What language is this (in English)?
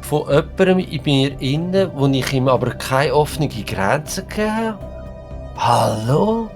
Swiss German